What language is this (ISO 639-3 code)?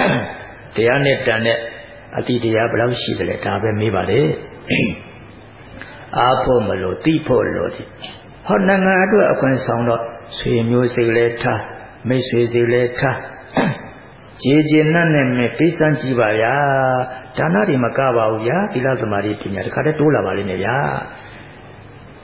mya